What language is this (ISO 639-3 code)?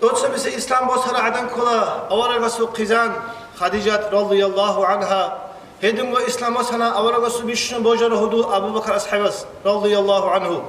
ava